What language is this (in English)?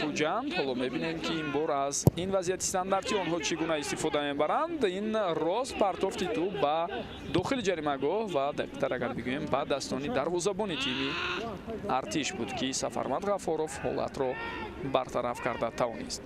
Tajik